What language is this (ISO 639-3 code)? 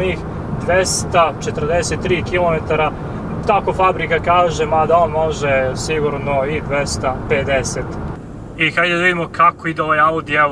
srp